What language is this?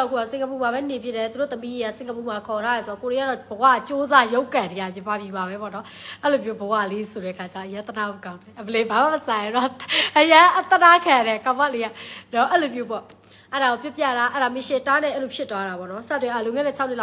Burmese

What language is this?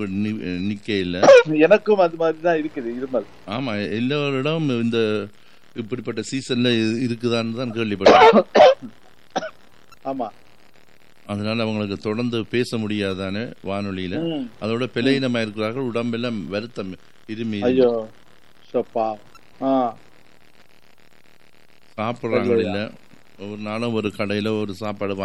Tamil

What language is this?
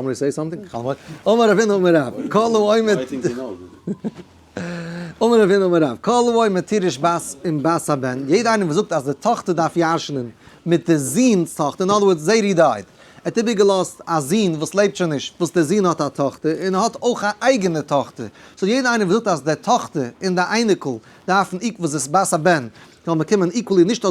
Yiddish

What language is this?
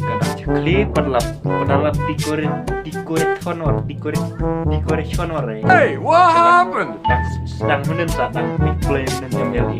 Khasi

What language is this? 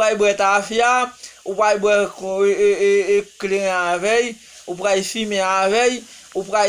Haitian Creole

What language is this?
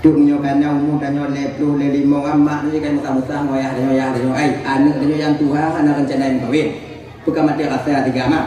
Achinese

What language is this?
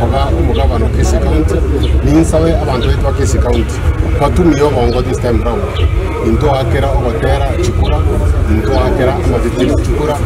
Gusii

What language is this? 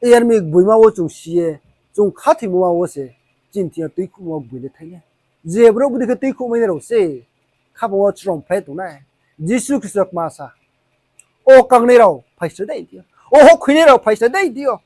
Riang (India)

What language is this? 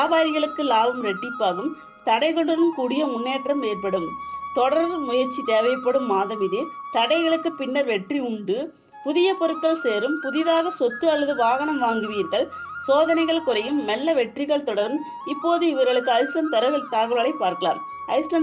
Tamil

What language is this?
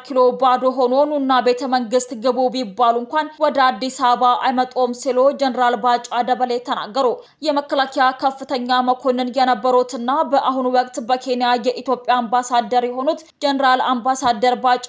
Amharic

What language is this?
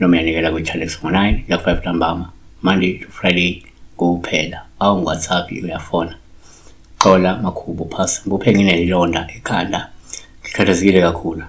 Zulu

